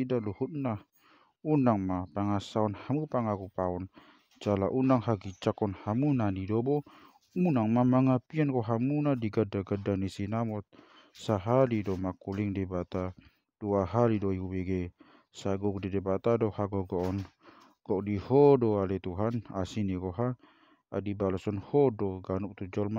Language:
Batak Toba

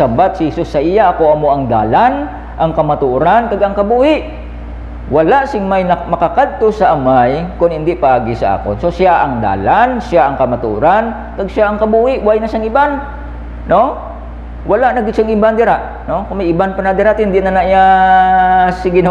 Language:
Hiligaynon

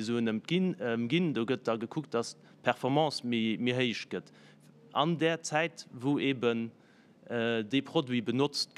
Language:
Luxembourgish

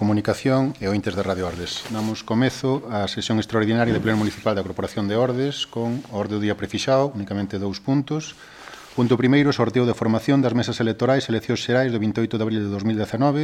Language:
Galician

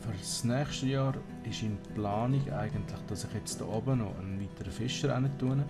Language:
Swiss German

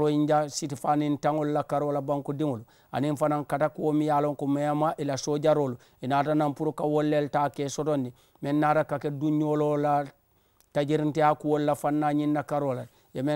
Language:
Mandingo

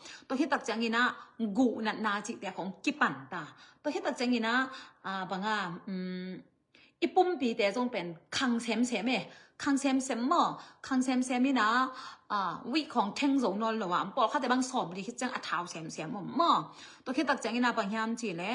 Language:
Tedim Chin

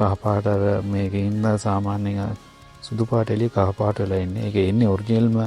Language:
Sinhala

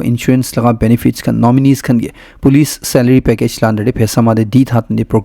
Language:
Naga Pidgin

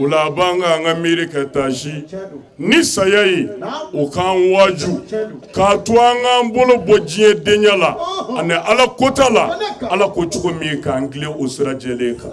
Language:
Bambara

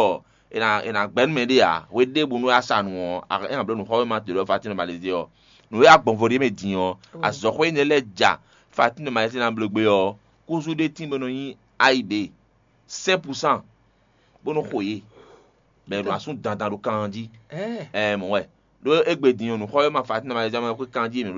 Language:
Fon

